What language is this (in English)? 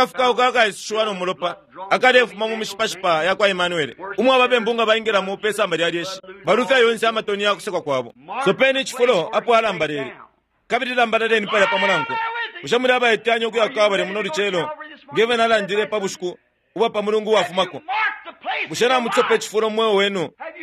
Bemba